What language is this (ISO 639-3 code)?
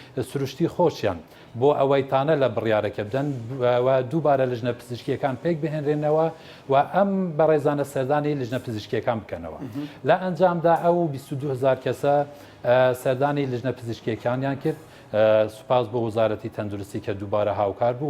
ckb